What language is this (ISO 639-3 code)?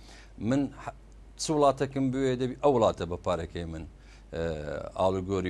ckb